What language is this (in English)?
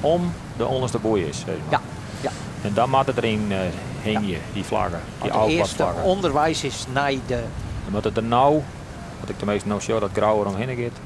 Western Frisian